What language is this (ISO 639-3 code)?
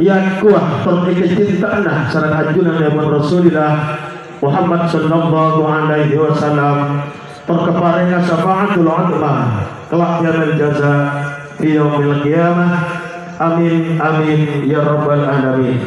mad